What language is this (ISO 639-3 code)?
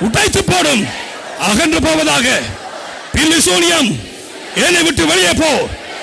tam